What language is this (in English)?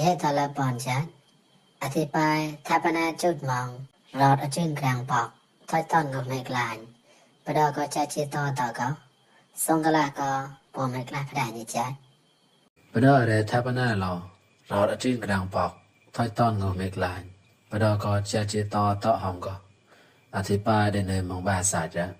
Mon